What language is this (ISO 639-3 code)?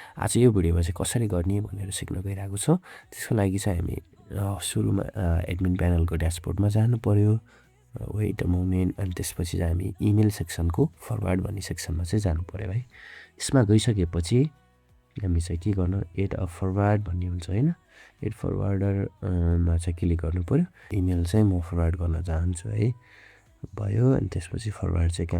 nep